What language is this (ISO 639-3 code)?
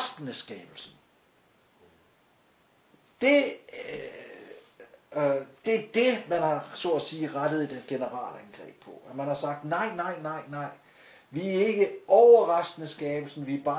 dan